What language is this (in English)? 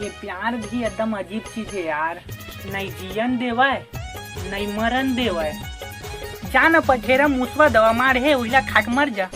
Chhattisgarhi